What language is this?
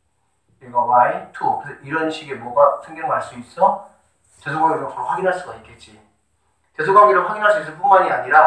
Korean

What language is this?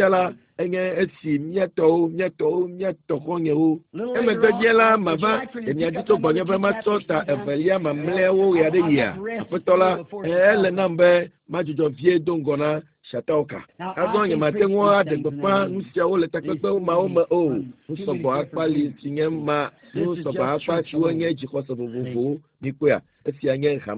Ewe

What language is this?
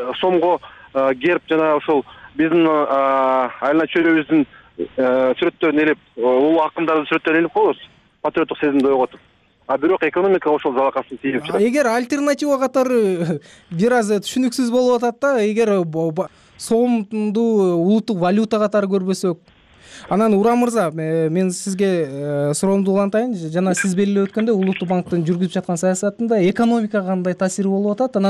Kyrgyz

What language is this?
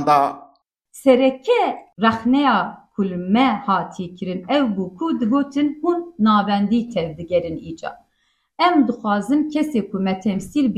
Kurdish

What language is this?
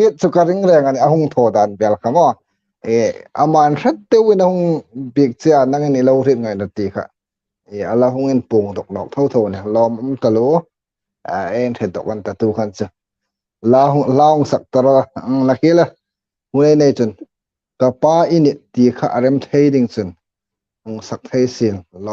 Hmar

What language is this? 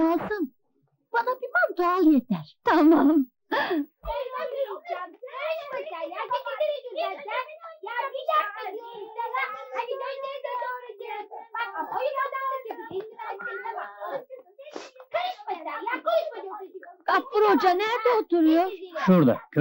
Turkish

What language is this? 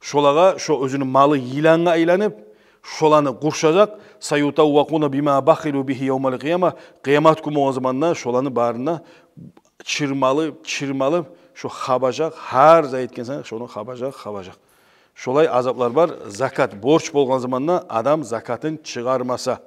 Kumyk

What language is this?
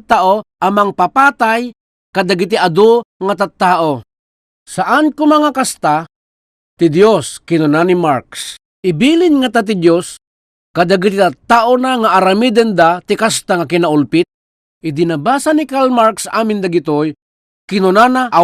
Iloko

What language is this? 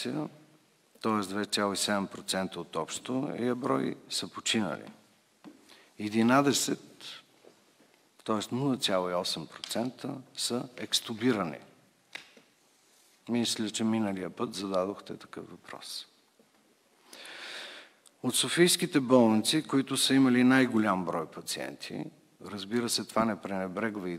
Bulgarian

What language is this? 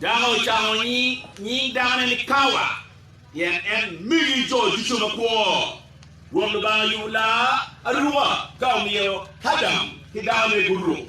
Acoli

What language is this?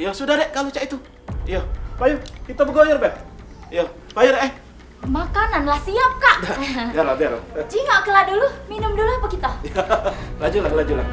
Musi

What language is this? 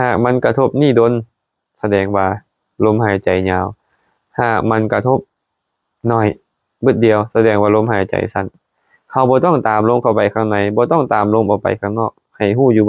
Lao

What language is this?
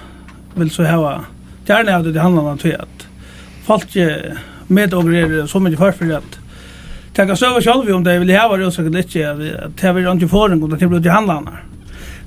Faroese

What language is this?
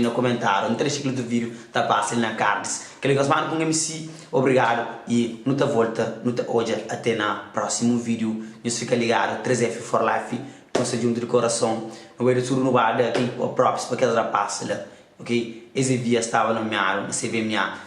Kabuverdianu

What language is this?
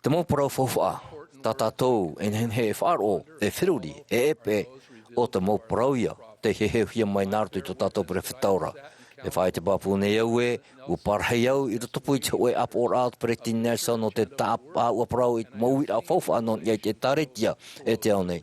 Tahitian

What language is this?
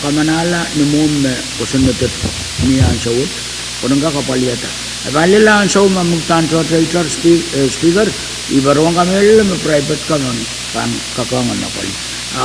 Pohnpeian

